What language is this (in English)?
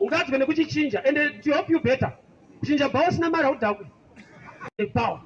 Shona